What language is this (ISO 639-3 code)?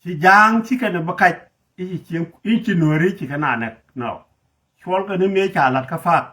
nus